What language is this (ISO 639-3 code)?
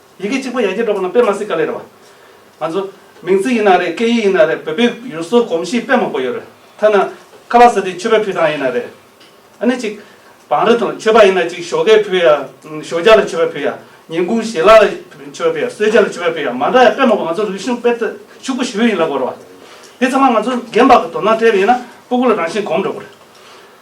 bod